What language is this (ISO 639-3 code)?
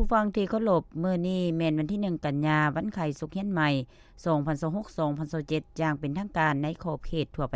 lao